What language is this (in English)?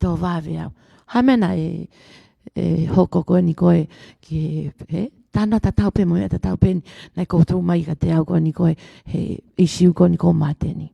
Tongan